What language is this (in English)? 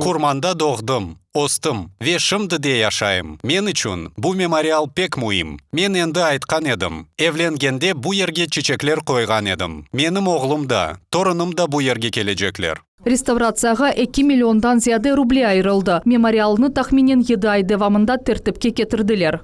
Crimean Tatar